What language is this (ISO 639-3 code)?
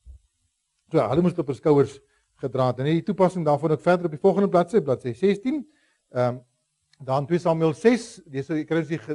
afr